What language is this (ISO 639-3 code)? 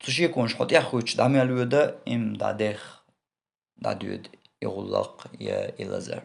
che